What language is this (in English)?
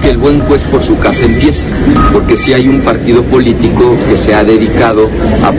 Spanish